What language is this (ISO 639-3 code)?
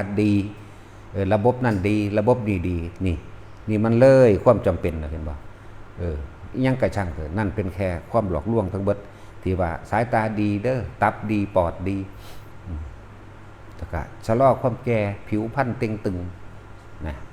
tts